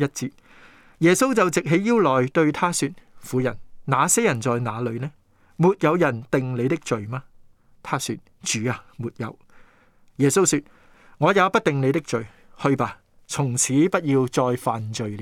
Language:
Cantonese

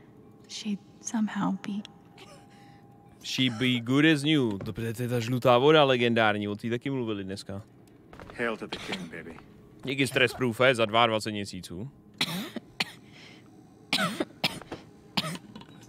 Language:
Czech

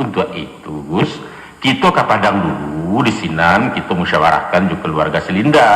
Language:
Minangkabau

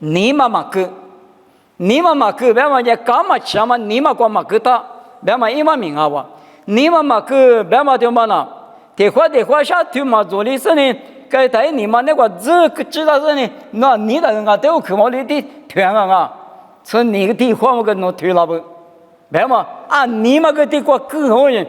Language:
Lisu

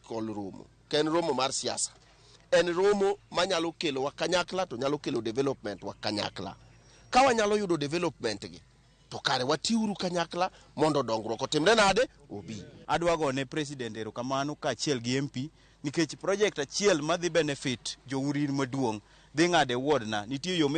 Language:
Luo (Kenya and Tanzania)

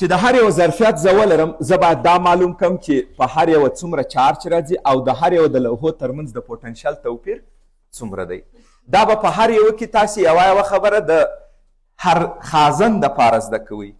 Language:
Pashto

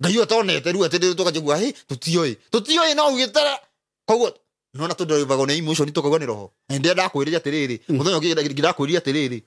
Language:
Kikuyu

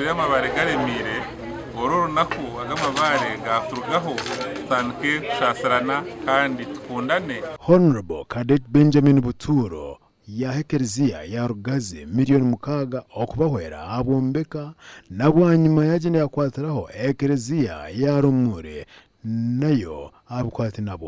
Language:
Nyankole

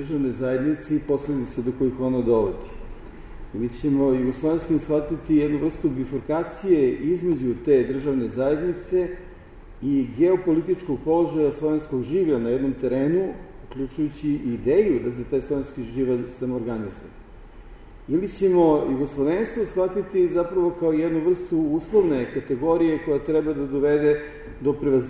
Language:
Serbian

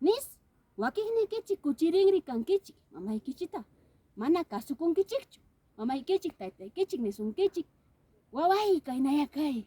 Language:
Ayacucho Quechua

